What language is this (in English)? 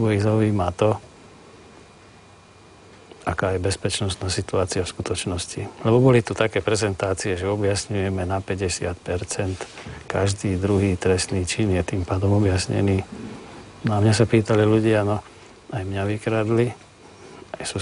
Slovak